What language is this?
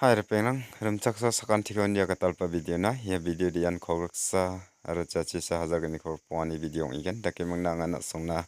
Garo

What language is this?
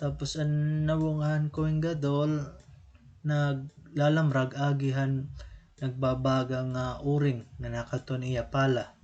Waray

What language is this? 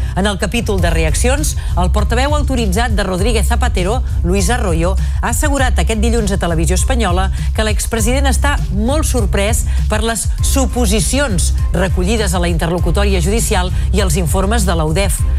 Catalan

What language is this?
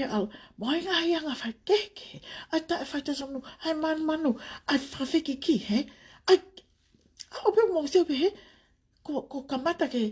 Tongan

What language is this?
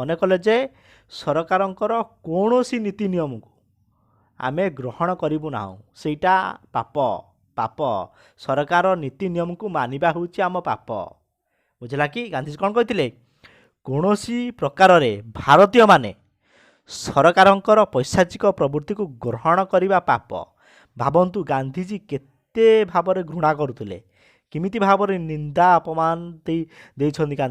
Odia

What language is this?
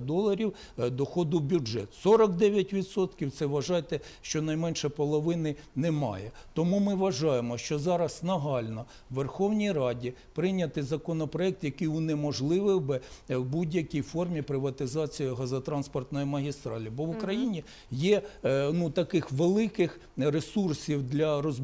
Ukrainian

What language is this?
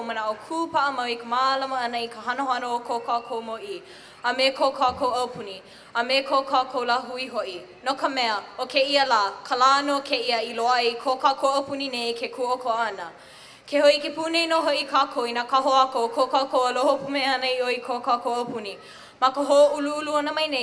Hawaiian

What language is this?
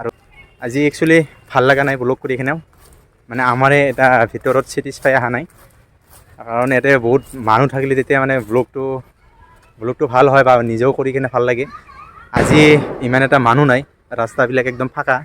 Assamese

